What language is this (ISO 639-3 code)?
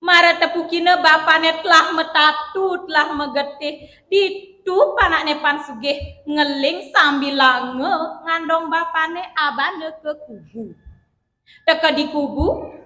ban